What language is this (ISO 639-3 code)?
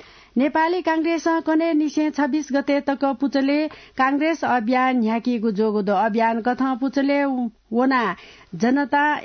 new